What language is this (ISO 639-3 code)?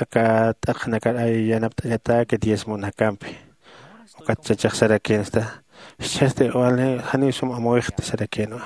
aym